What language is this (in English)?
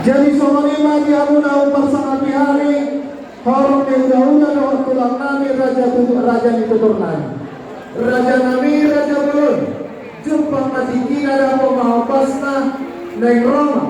Batak Toba